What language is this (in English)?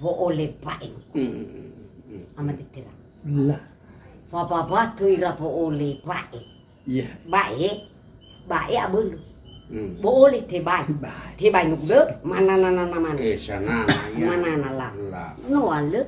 Nias